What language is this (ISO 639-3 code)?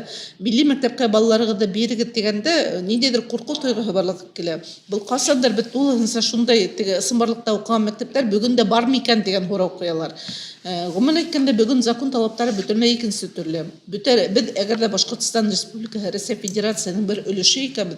bak